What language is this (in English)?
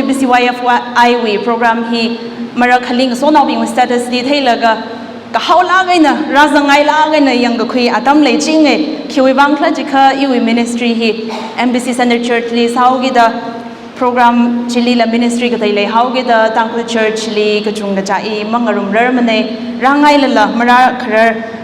Tangkhul Naga (India)